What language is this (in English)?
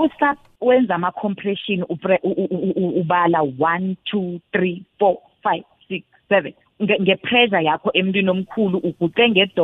South Ndebele